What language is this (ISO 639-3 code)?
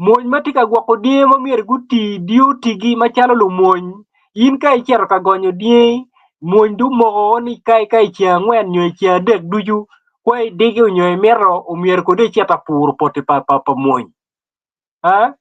ach